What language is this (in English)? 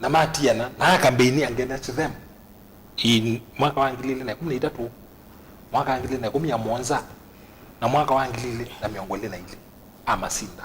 Kamba